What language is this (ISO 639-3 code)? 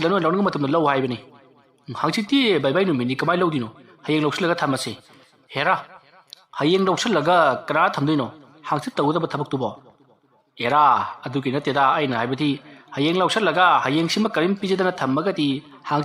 mni